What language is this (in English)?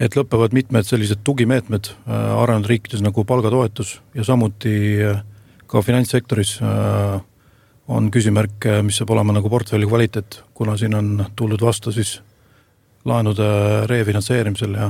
Estonian